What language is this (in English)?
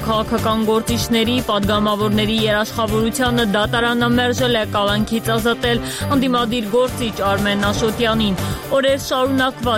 Armenian